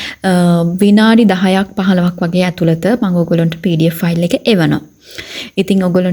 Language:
Sinhala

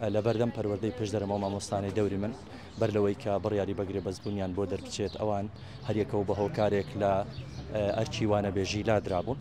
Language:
Central Kurdish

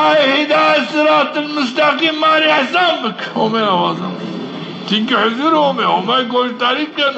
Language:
Zaza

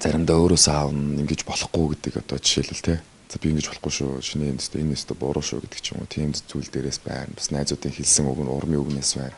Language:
Mongolian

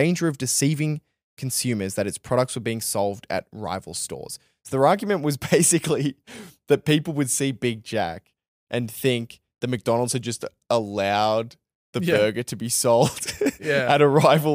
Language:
English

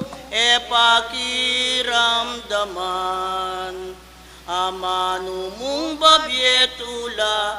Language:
Pampanga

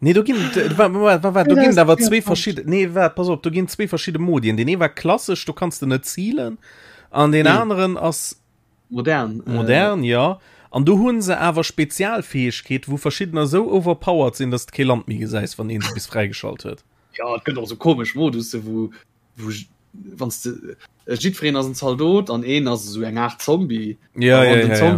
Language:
Luxembourgish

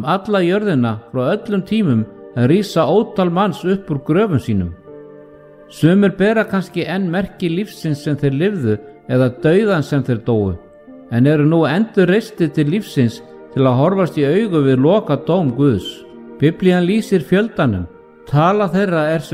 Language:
Icelandic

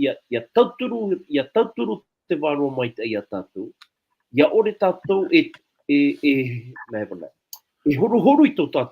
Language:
Tahitian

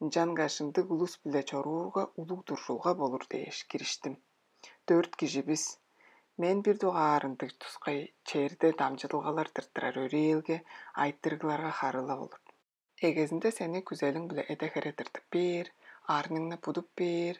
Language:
Tuvinian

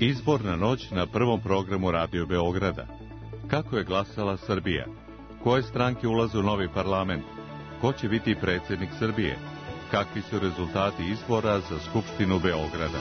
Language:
Serbian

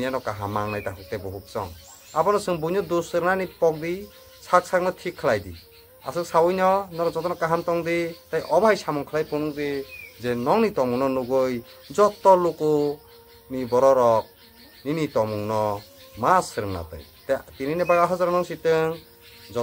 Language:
Kok Borok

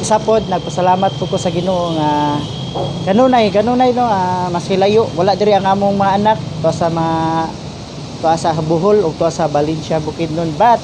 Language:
Cebuano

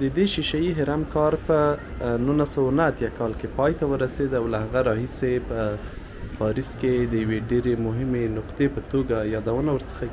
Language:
Pashto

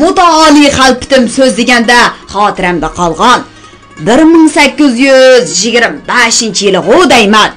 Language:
Uyghur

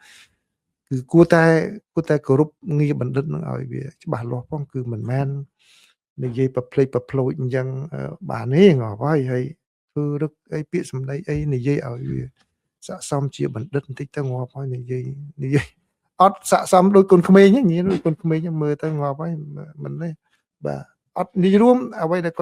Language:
Khmer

